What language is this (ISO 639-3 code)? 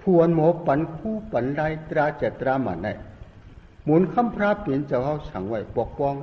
shn